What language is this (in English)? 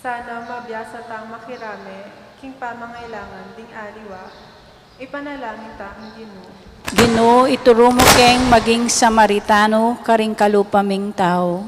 Pampanga